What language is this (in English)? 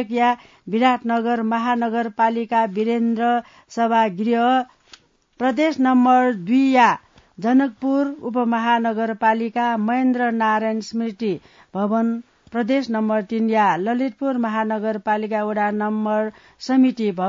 Newari